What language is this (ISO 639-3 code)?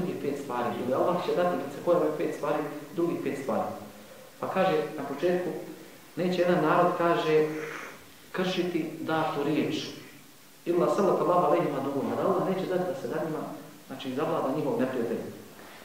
bos